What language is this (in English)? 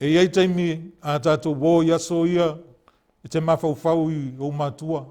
Samoan